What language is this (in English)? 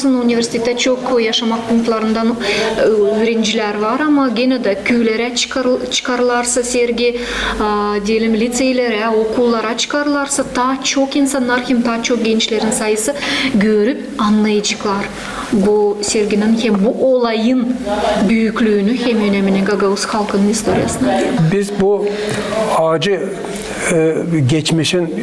Gagauz